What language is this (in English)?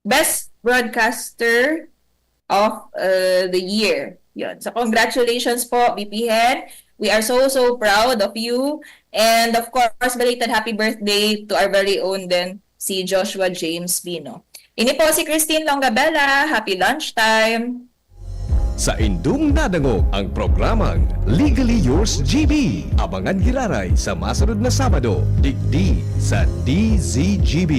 Bikol